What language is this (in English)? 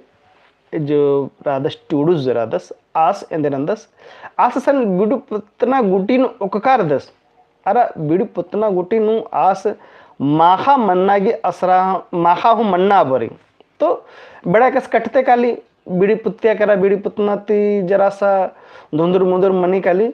Kurukh